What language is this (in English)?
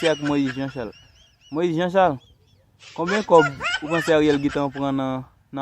Haitian Creole